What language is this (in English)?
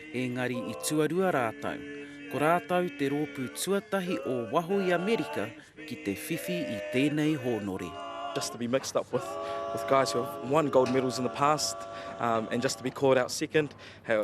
Māori